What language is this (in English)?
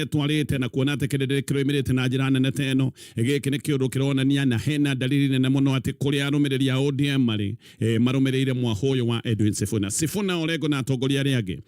Kikuyu